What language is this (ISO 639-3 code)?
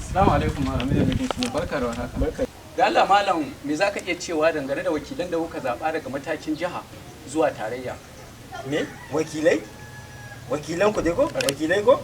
hau